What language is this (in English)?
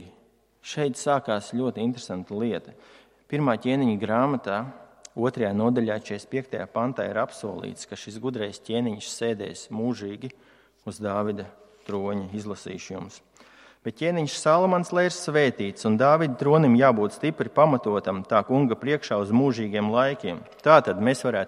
Latvian